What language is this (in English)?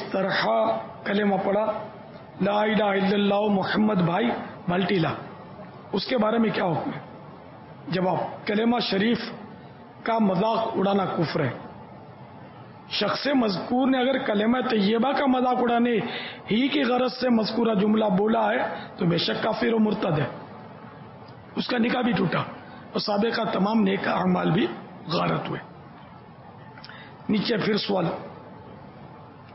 Urdu